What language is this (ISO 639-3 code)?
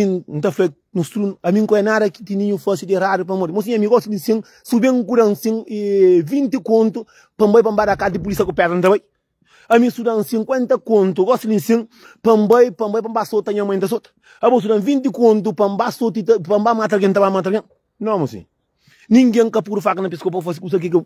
kea